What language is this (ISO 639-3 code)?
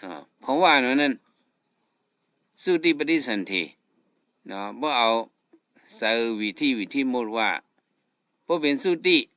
shn